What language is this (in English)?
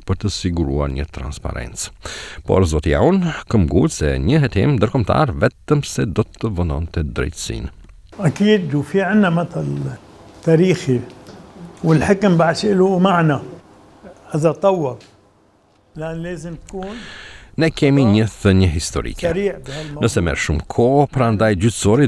Albanian